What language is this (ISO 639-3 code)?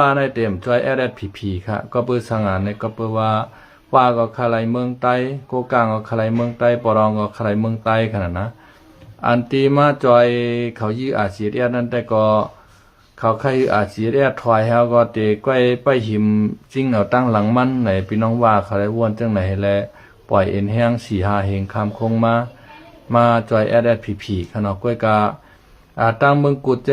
shn